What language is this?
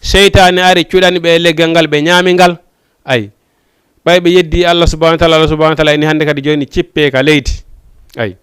Fula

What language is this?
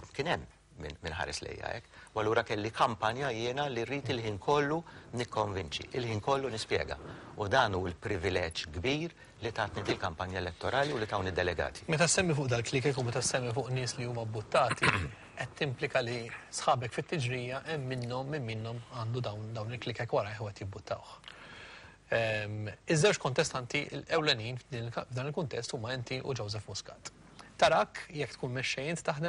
Maltese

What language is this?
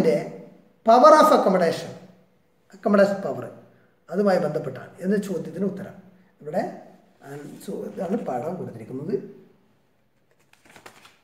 Malayalam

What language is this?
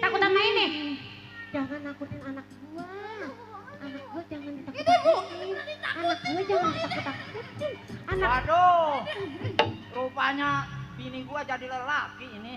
Betawi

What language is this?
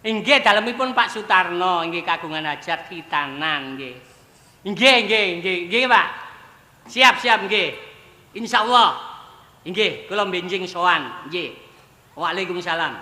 Javanese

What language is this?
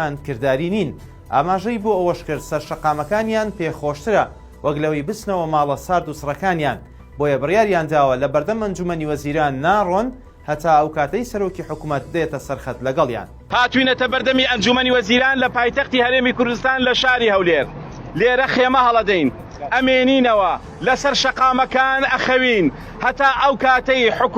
Central Kurdish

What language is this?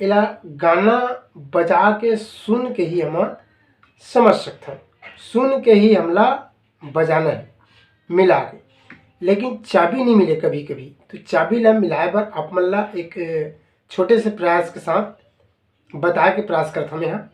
Chhattisgarhi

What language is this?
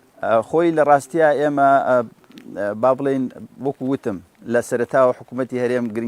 Central Kurdish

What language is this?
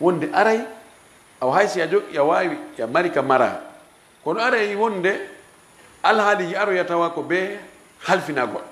Fula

